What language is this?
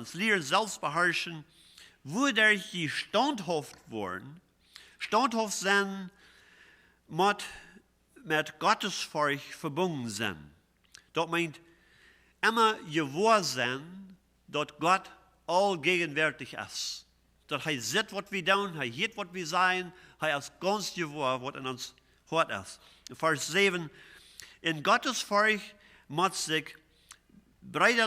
Plautdietsch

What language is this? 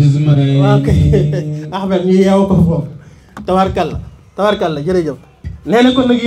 Wolof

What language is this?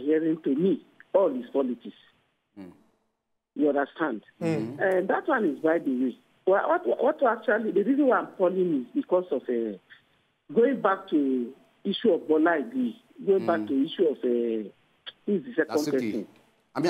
Nigerian Pidgin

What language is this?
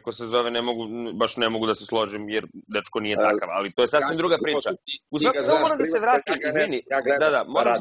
Serbian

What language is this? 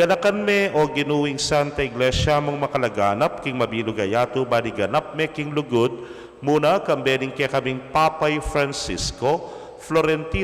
Pampanga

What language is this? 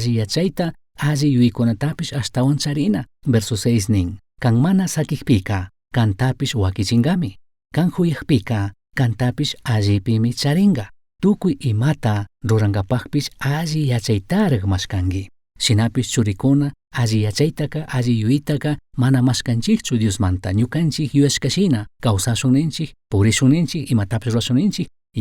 Chimborazo Highland Quichua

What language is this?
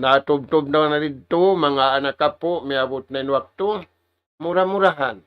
Tausug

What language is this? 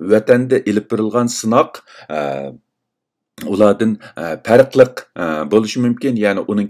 Uyghur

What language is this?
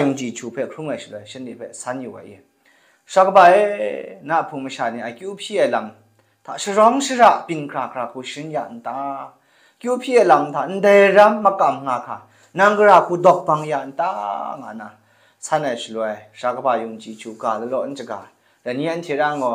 Kachin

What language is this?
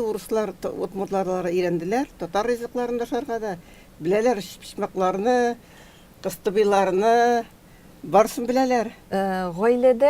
Tatar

